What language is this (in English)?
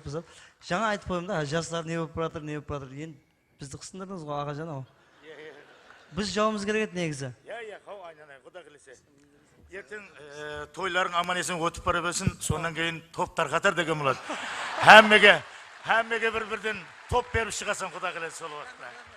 Kara-Kalpak